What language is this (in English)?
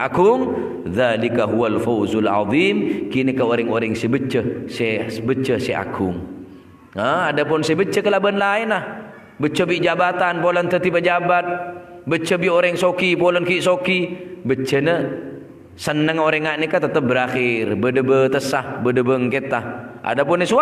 Madurese